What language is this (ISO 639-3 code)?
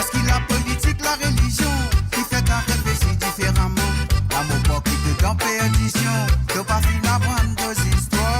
mfe